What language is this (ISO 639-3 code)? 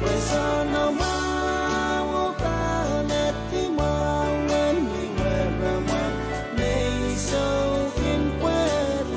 pon